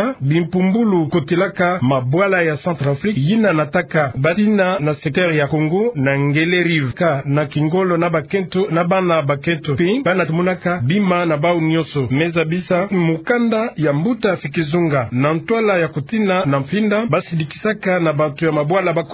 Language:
Kituba (Democratic Republic of Congo)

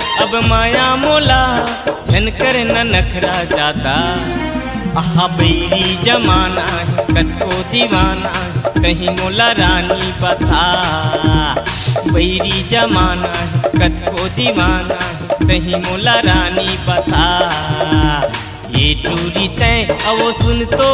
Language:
Chhattisgarhi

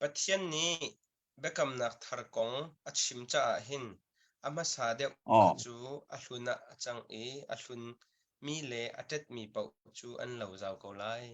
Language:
Hakha Chin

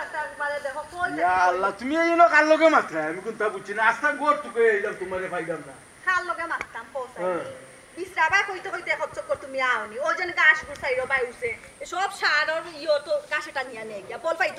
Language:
Sylheti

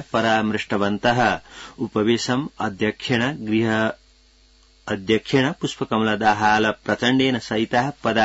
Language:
Sanskrit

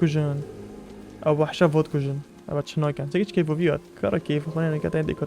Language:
Kurdish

